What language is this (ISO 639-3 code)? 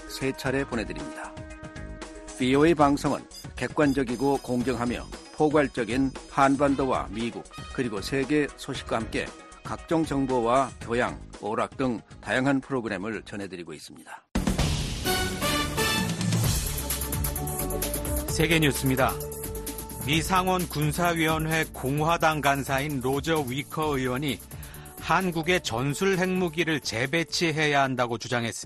kor